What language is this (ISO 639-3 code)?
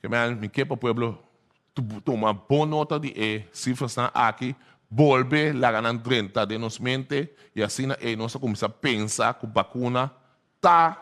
pap